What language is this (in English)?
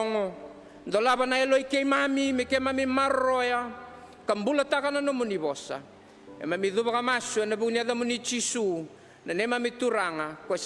Fijian